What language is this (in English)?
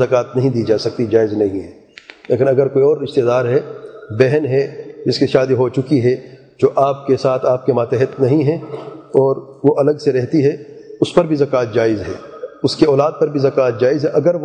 Urdu